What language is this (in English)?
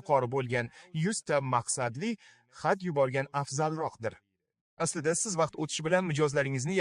Uzbek